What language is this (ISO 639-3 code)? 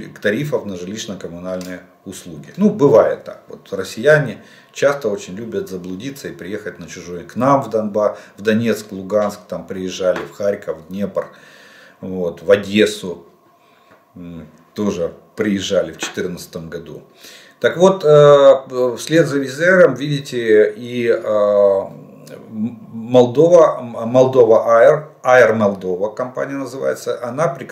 rus